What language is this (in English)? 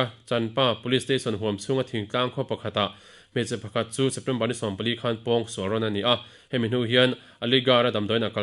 Mizo